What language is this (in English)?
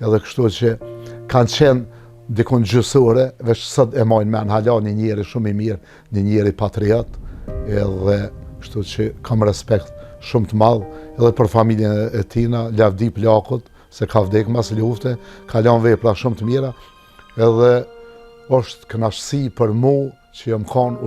Albanian